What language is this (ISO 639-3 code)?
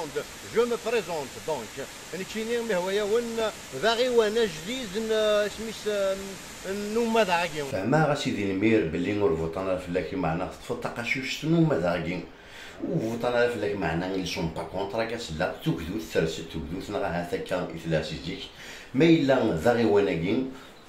kab